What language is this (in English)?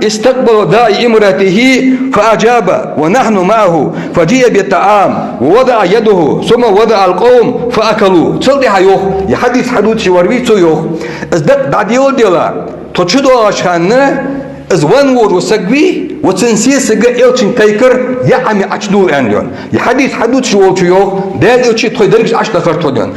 Ingush